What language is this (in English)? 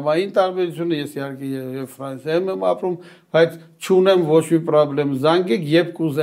Armenian